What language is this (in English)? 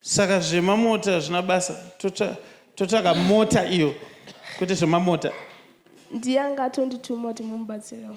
Shona